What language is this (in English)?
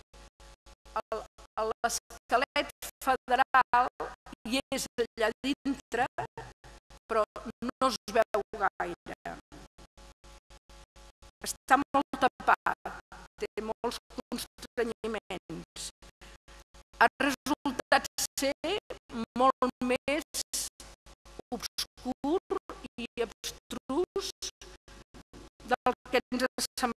Catalan